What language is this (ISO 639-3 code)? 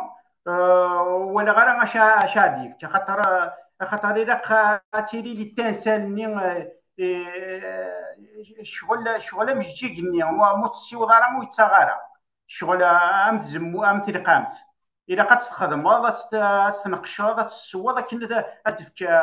kab